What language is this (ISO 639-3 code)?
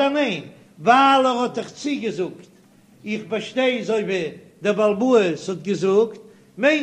yid